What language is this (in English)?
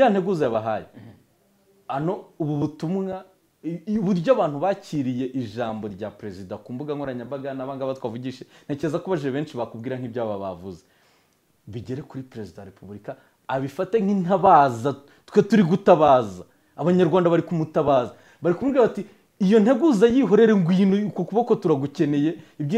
Kinyarwanda